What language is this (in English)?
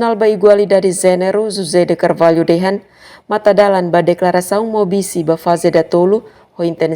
Tetum